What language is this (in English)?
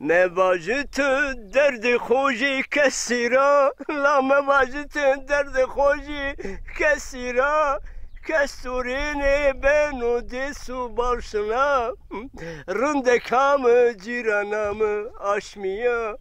Zaza